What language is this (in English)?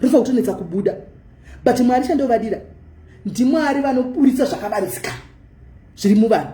Shona